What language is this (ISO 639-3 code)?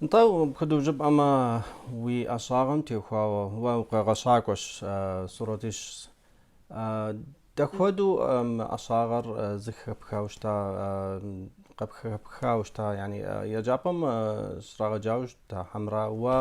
kbd